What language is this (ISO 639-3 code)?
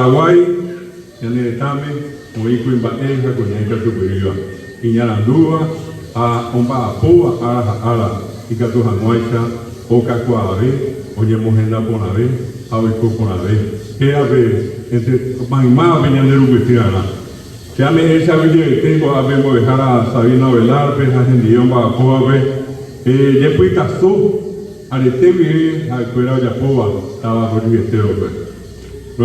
grn